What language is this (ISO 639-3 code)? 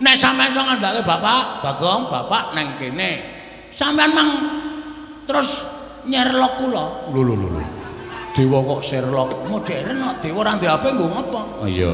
jav